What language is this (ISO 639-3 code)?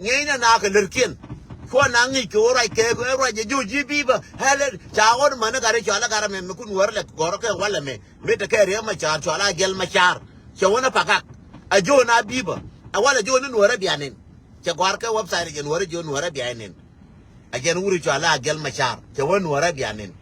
nus